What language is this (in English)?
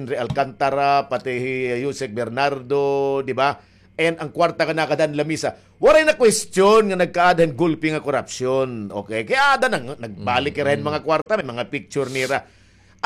Waray